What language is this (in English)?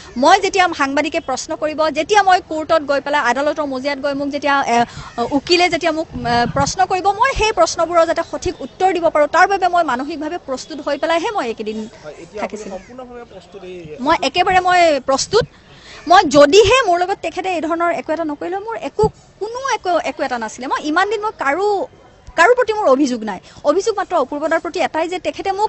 Assamese